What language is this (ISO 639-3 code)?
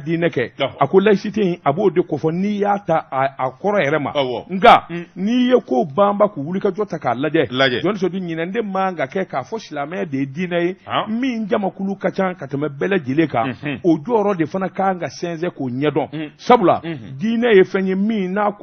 bam